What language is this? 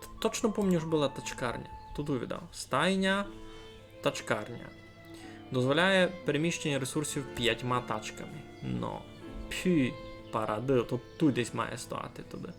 Rusyn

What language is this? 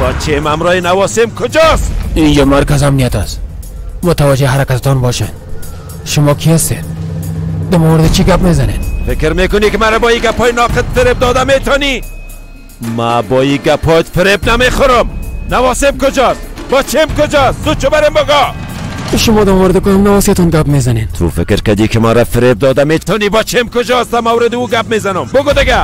Persian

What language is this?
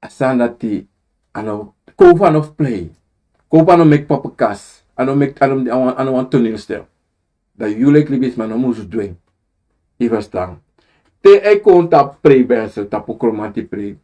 Sranan Tongo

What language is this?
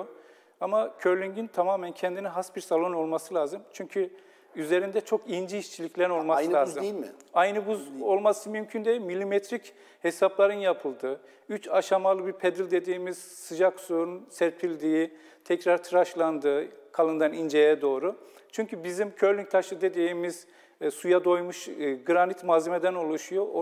Turkish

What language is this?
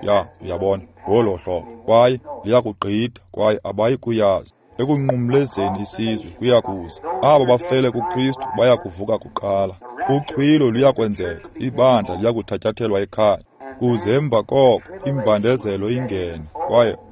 Xhosa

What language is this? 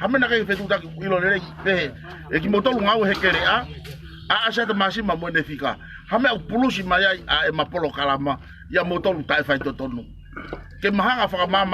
Tongan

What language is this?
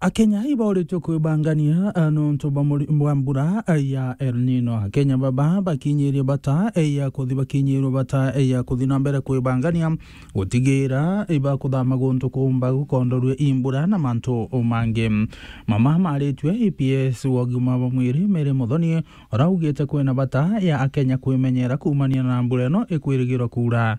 Meru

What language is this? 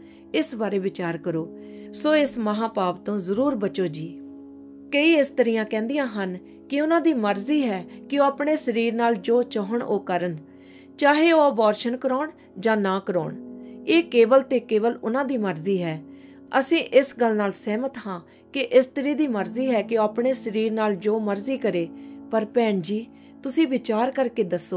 Punjabi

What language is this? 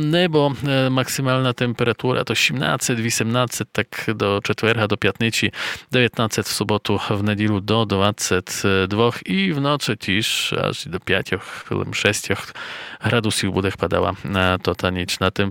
Rusyn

